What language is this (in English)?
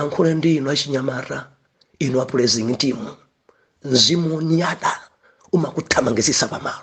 Nyanja